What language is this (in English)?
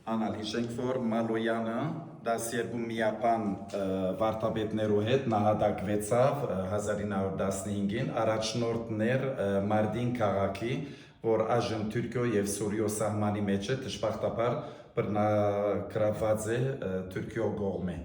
Western Armenian